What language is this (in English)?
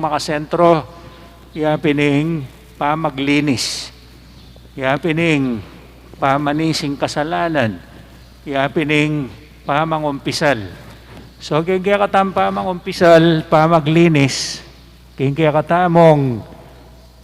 Pampanga